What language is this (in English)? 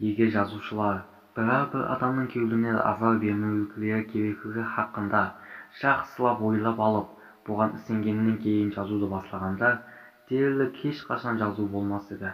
Kara-Kalpak